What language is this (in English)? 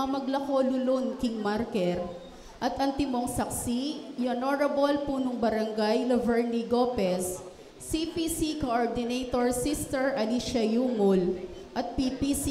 Pampanga